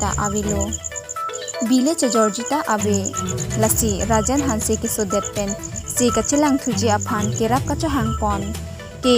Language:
Karbi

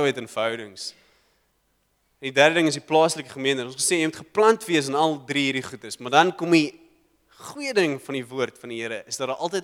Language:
Afrikaans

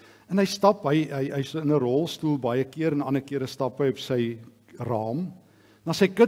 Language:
Afrikaans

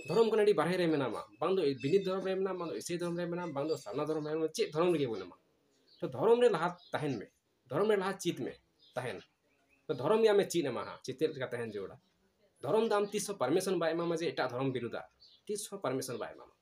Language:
Santali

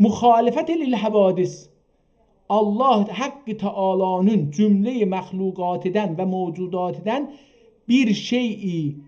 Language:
South Azerbaijani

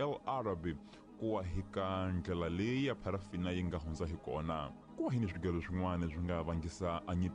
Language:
Tsonga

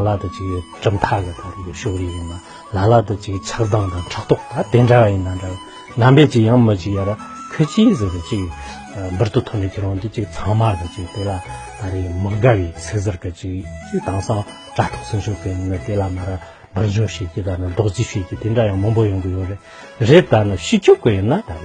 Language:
Tibetan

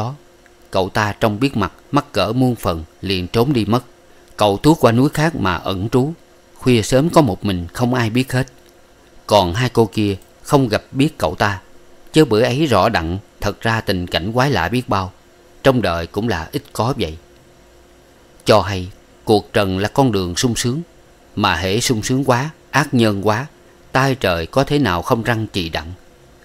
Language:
Vietnamese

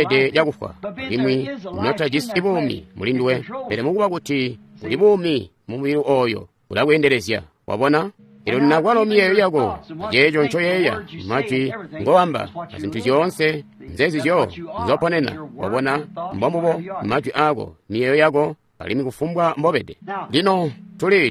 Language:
Tonga (Zambia)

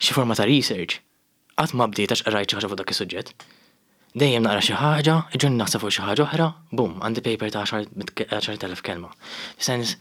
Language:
Maltese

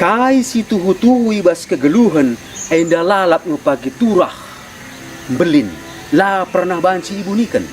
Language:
Batak Karo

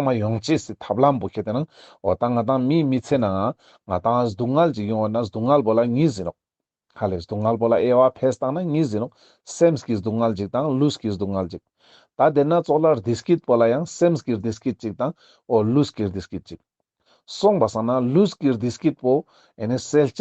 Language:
Ladakhi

